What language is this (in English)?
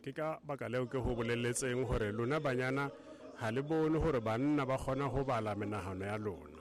Southern Sotho